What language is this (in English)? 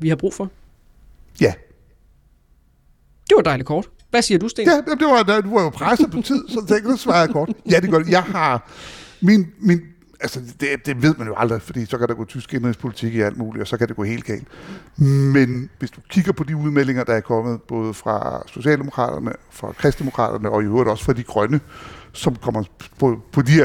Danish